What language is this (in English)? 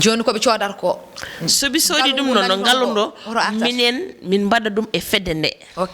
Fula